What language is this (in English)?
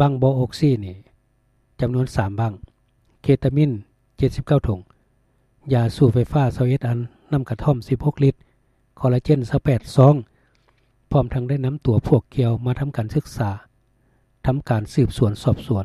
Lao